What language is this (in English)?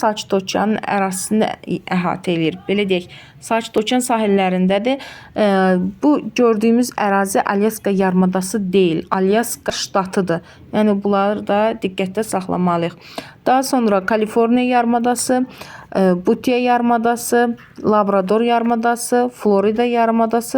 Azerbaijani